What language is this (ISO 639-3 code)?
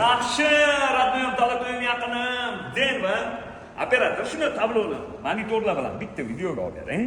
uzb